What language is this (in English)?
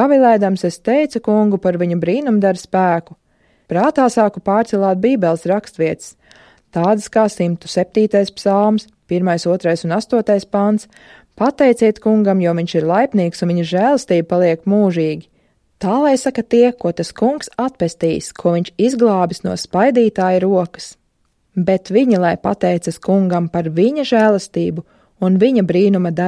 Latvian